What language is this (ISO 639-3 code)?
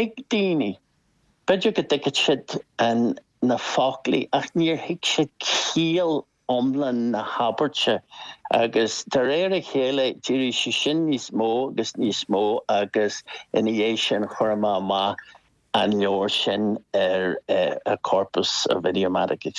gle